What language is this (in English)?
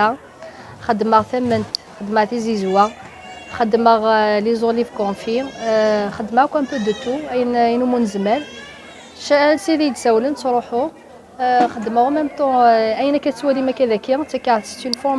Kabyle